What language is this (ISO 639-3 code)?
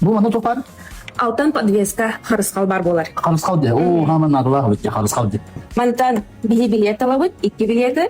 sah